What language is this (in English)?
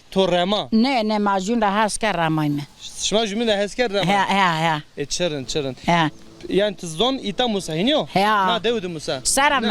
Zaza